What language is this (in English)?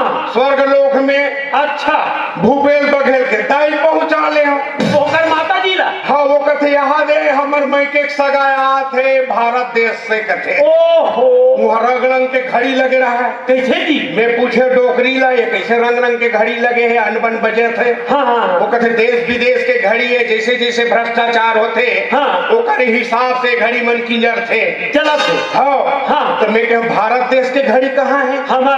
Chhattisgarhi